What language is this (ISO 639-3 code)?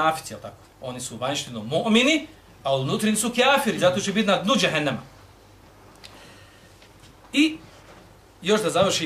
bos